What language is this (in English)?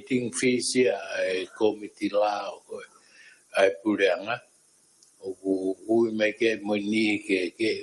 Tongan